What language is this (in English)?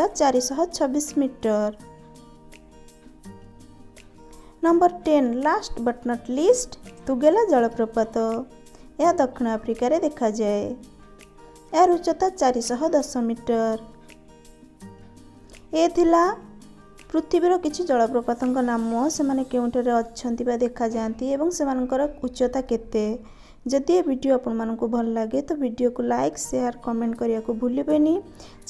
Odia